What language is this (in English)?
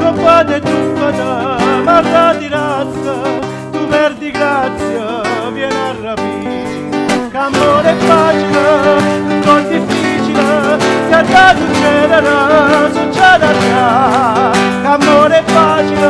Neapolitan